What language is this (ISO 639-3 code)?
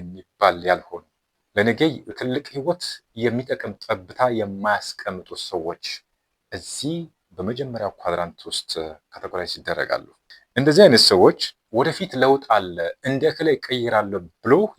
amh